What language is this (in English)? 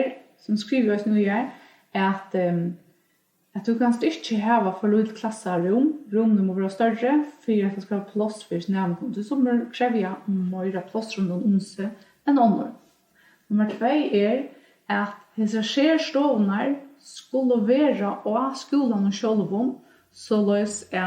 Faroese